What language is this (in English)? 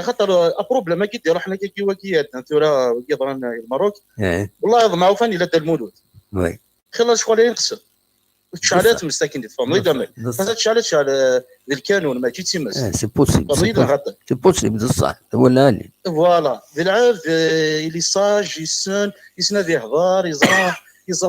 Kabyle